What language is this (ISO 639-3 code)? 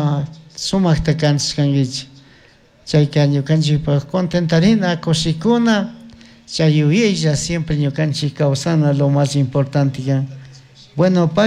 qug